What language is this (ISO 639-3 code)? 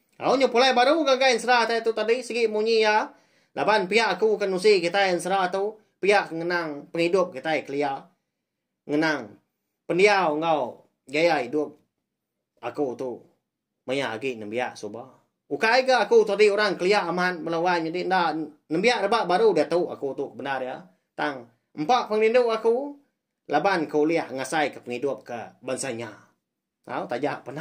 iba